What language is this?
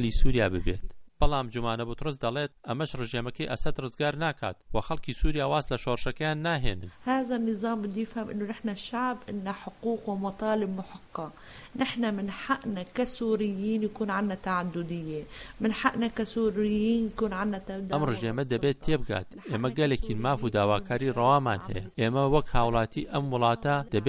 Central Kurdish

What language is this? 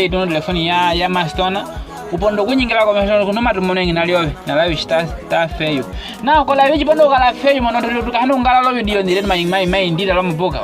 Nyaneka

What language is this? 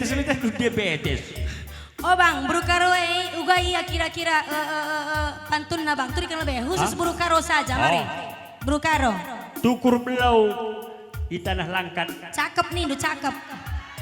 Batak Karo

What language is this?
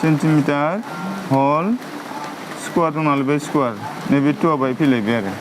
Bodo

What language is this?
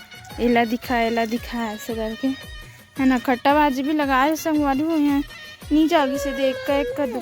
Chhattisgarhi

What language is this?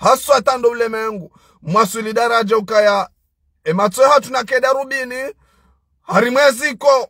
Ngazidja Comorian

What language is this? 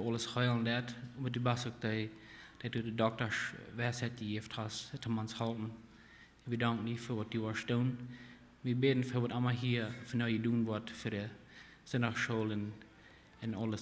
Plautdietsch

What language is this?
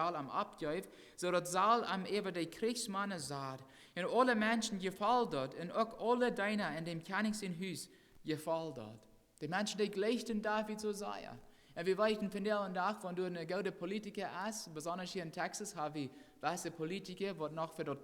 Plautdietsch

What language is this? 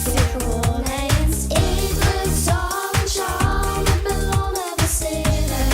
Limburgish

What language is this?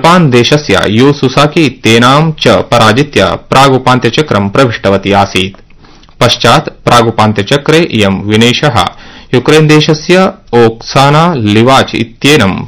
Sanskrit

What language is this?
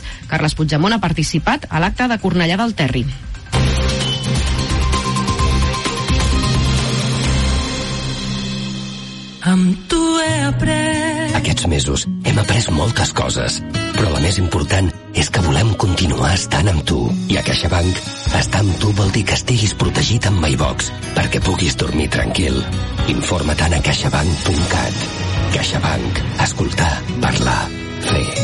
Catalan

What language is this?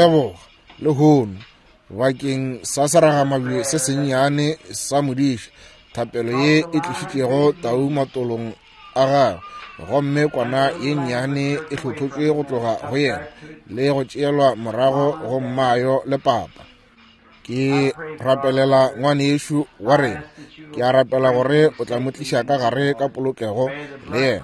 Northern Sotho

